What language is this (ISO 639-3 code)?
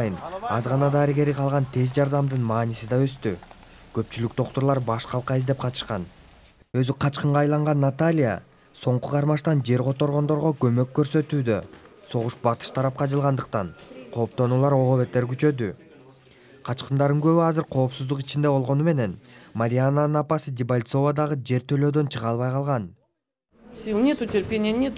kir